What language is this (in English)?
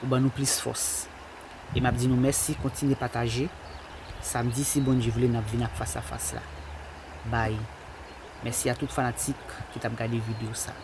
Haitian Creole